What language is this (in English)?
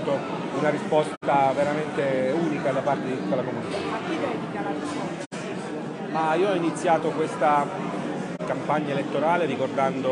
Italian